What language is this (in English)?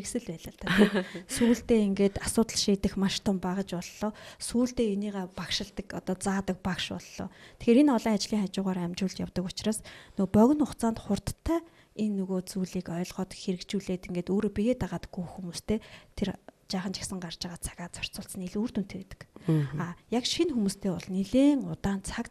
Mongolian